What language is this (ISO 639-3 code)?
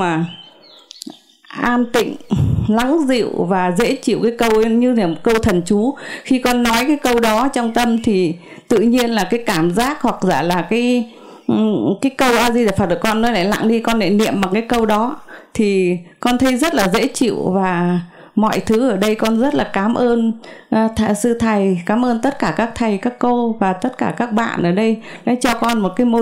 vie